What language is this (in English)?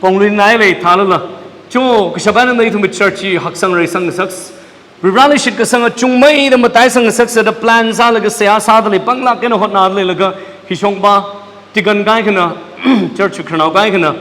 Tangkhul Naga (India)